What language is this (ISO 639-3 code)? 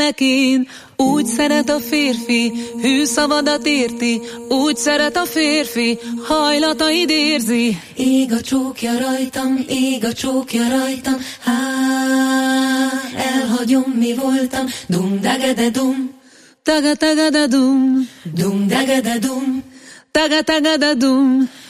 hun